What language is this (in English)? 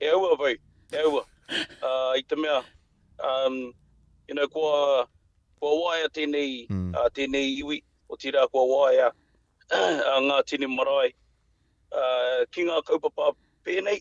Māori